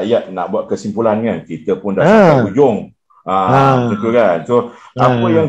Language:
Malay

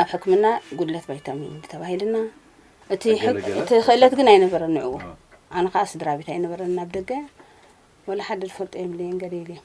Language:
Tigrinya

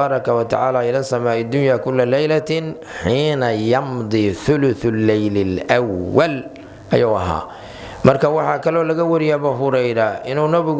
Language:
Somali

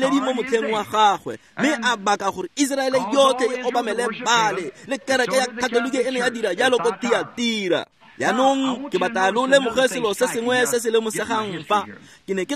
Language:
Tswana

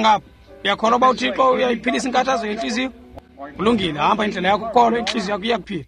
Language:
Xhosa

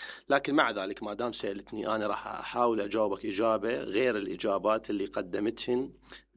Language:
Mesopotamian Arabic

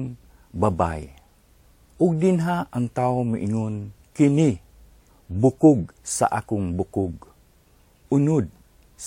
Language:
Cebuano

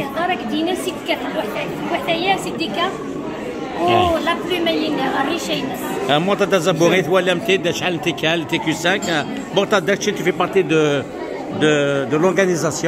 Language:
Kabyle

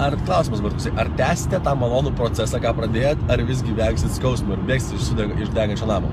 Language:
Lithuanian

